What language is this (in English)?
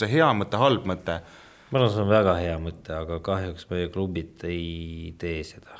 Estonian